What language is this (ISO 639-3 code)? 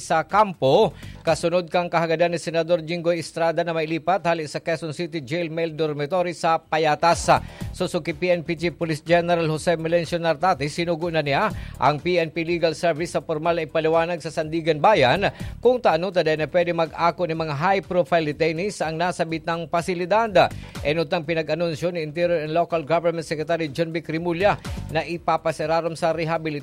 bik